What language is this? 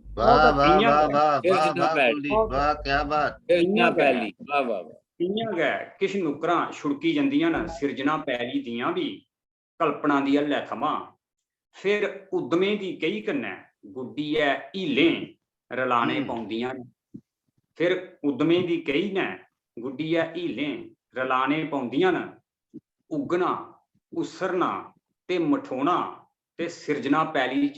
Dogri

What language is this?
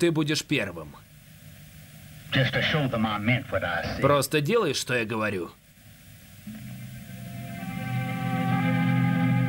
Russian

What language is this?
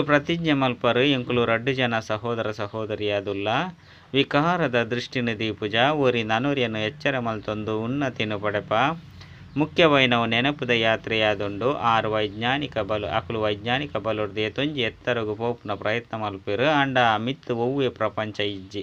Tulu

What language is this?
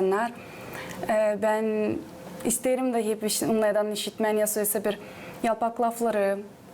Gagauz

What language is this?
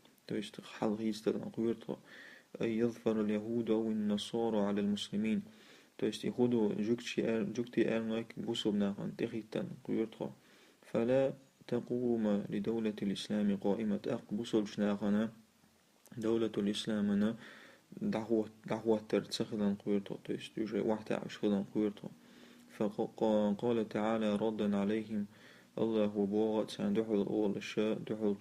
Chechen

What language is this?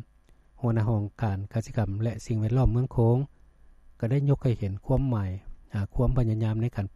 Lao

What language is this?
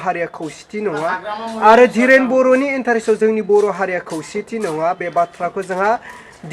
Bodo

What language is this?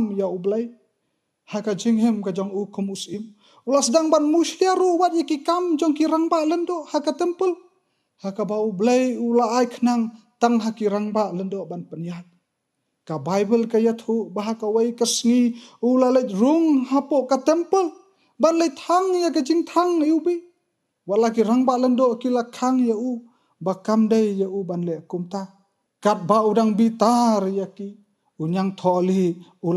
Khasi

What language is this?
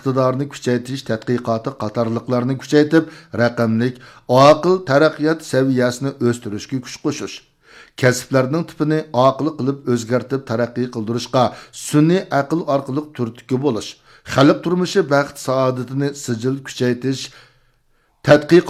Uyghur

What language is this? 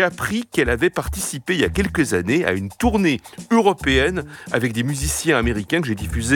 French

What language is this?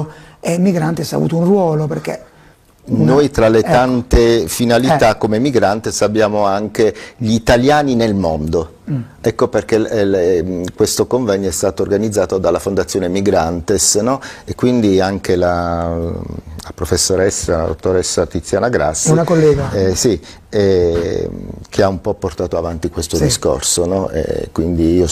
Italian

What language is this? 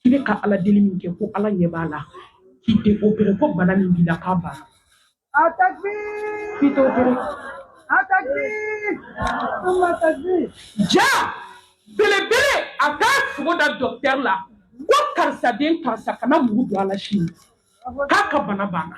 Bambara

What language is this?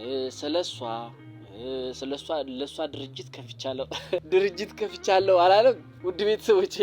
Amharic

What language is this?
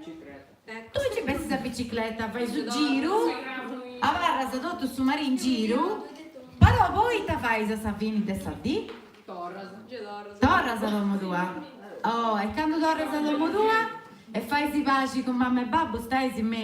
Sardinian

